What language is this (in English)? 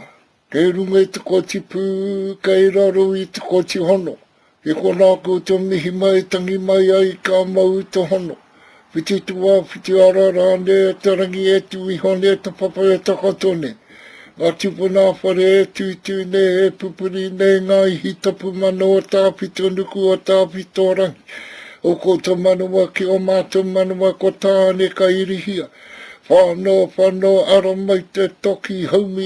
Māori